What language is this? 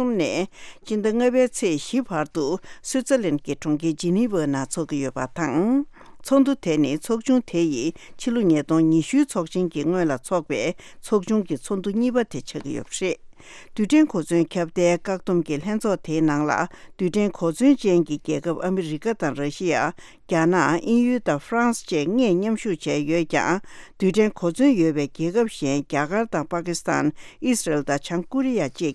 Tibetan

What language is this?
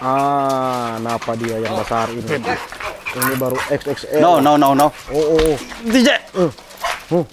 Manado Malay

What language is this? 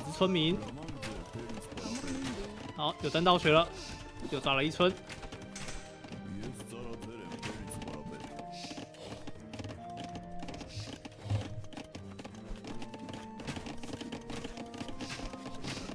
Chinese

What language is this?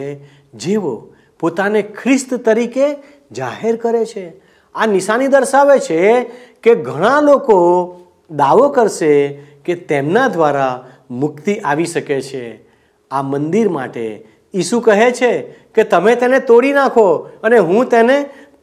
Gujarati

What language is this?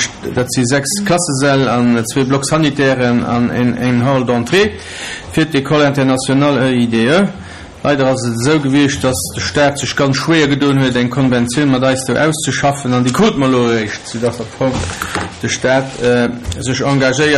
Luxembourgish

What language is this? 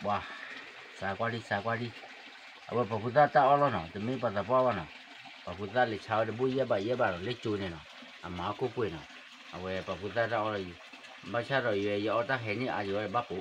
S'gaw Karen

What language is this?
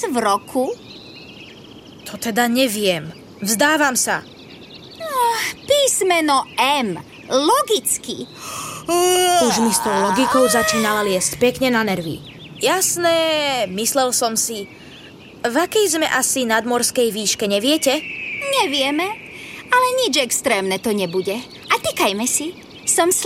Slovak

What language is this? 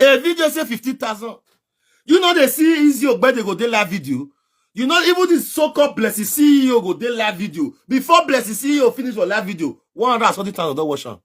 Nigerian Pidgin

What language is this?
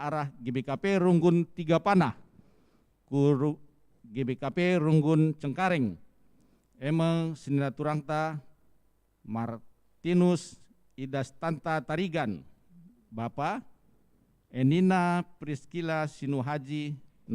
Batak Karo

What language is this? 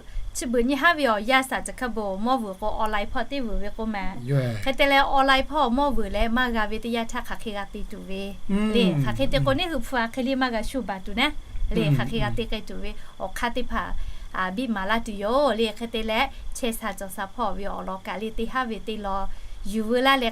Lahu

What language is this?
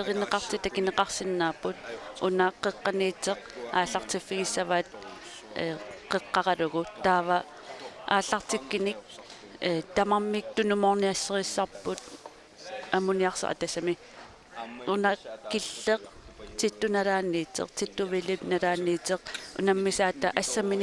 Kalaallisut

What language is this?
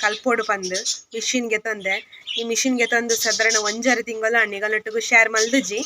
Tulu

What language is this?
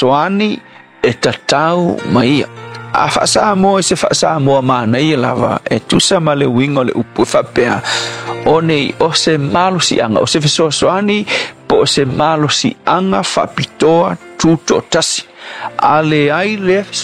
Samoan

